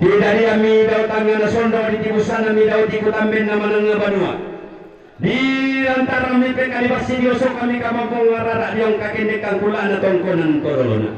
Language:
Toraja-Sa'dan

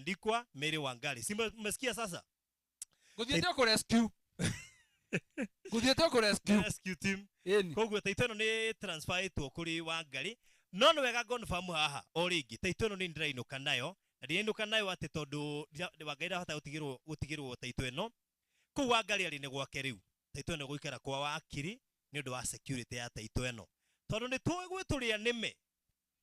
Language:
Kikuyu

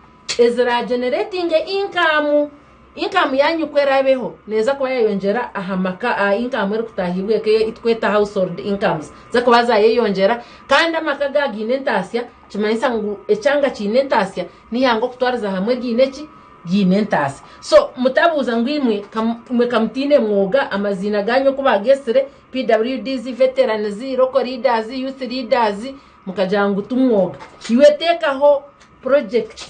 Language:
Nyankole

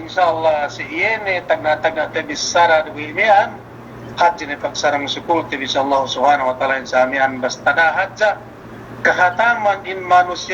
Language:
Yakan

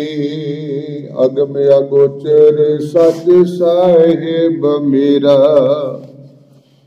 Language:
Punjabi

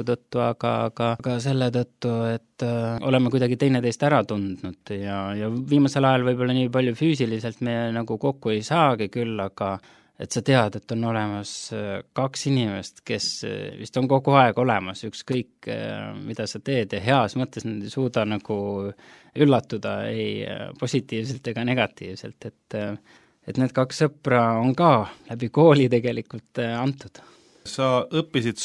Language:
Estonian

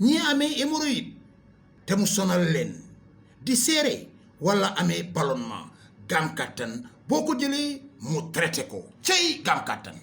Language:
Wolof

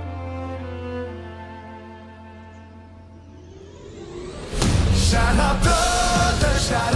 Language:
Swedish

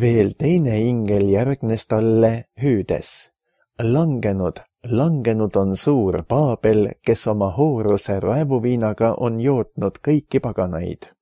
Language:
Estonian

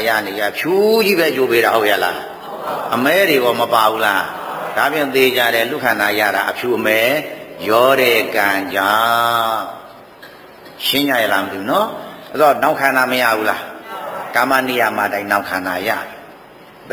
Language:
Burmese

